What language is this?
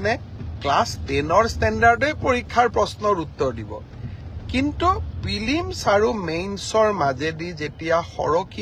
Assamese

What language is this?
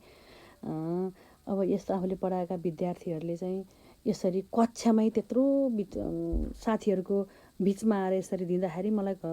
Nepali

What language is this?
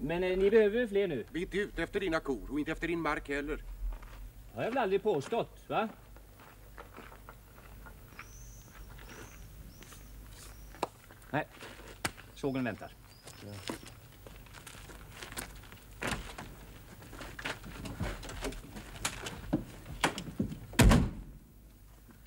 Swedish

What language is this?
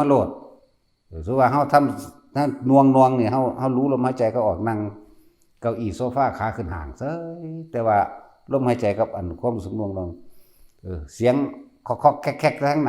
Northeastern Thai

